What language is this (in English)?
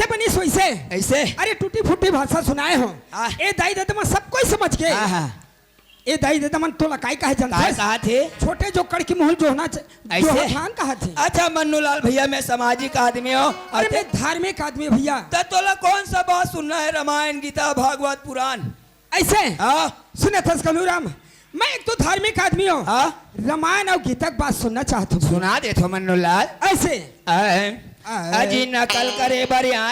Chhattisgarhi